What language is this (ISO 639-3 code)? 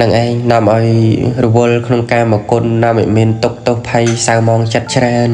khm